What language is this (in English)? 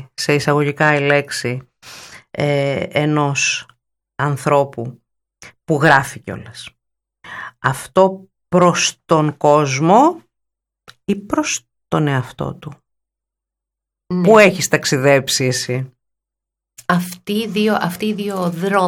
Greek